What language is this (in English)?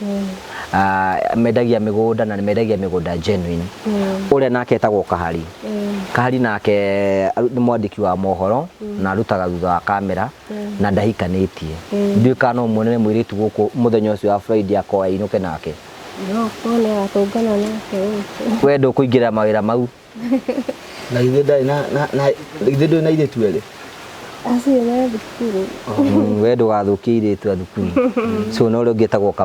Kikuyu